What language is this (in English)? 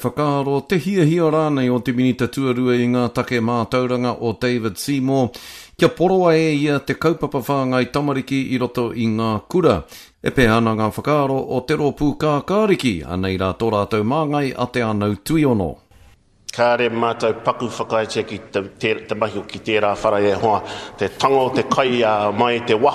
Māori